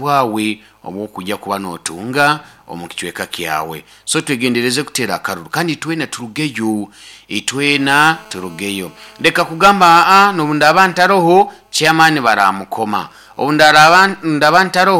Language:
Nyoro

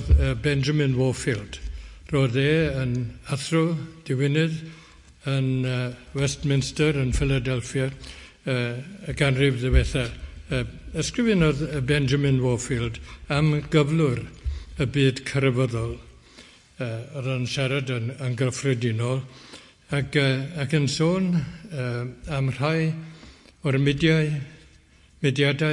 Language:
Welsh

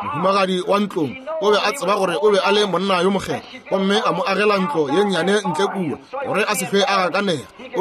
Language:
Northern Sotho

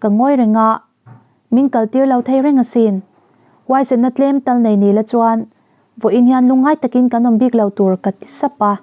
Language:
Mizo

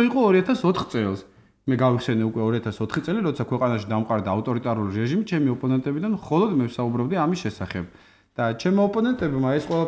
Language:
Georgian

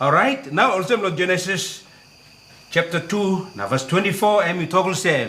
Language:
Tok Pisin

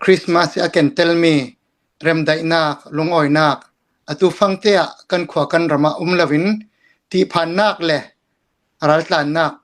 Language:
Hakha Chin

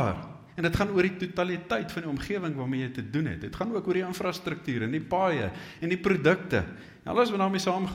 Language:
Afrikaans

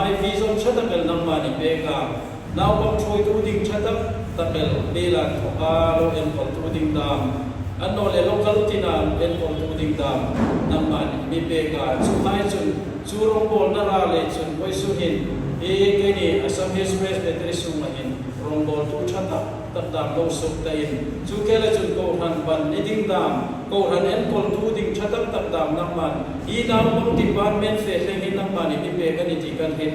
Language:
Hmar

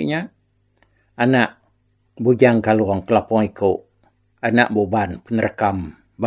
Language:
Iban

